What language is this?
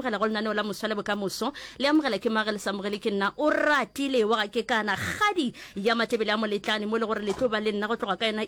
Northern Sotho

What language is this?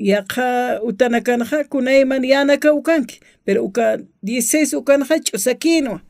Aymara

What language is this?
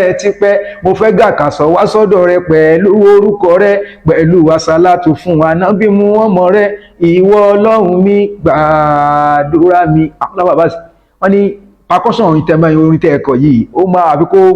Yoruba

